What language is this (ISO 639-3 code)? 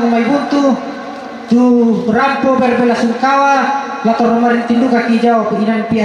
sda